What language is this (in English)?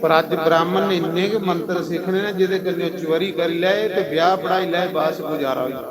Dogri